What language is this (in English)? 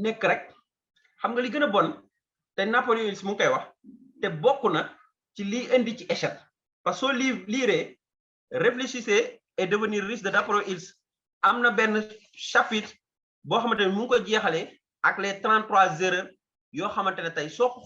Wolof